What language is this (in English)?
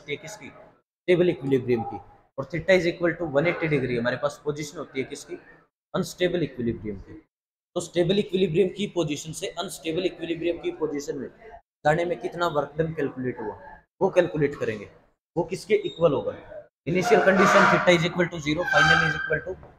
Hindi